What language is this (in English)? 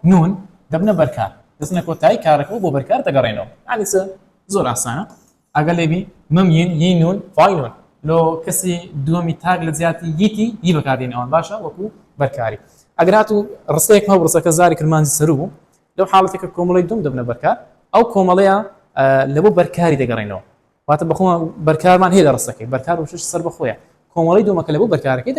Central Kurdish